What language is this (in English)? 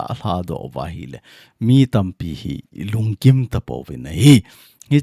Thado Chin